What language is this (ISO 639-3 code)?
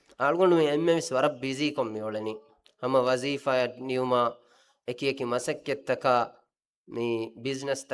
div